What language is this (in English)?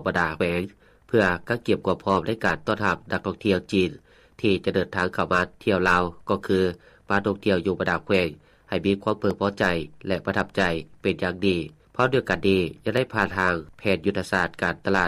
Lao